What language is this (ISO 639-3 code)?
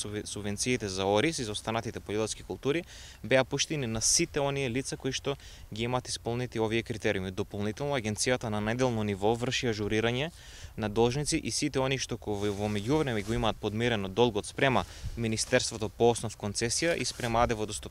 mkd